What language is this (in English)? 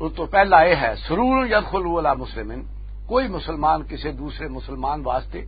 Western Panjabi